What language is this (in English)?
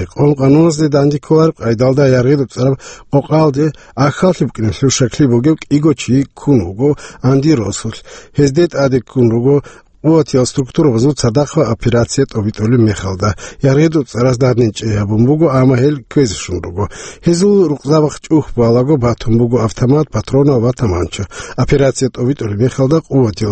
Avaric